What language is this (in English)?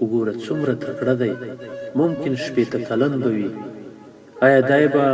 Pashto